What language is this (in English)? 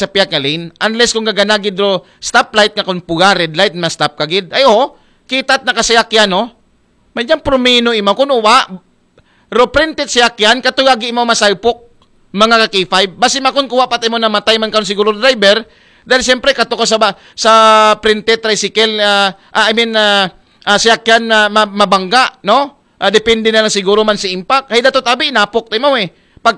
Aklanon